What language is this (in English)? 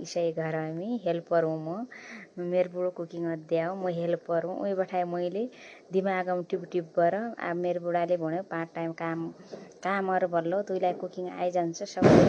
Nepali